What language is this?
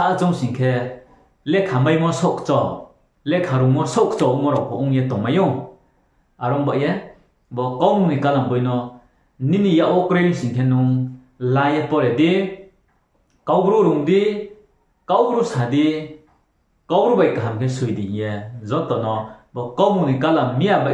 Riang (India)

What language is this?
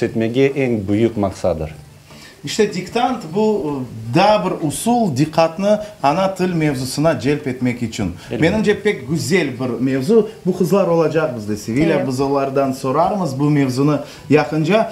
Crimean Tatar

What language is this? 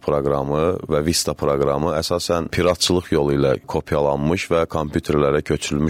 Azerbaijani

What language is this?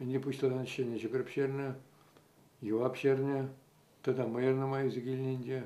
Chuvash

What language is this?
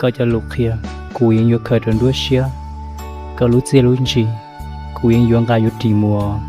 Hmong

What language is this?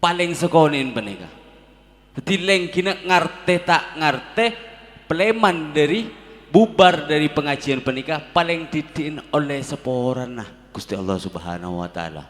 Madurese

